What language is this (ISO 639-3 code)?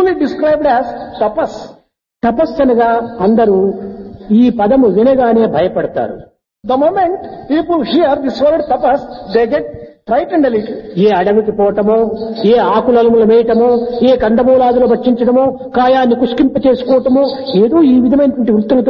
tel